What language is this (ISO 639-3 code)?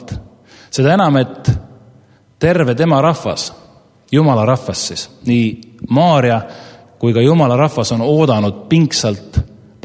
est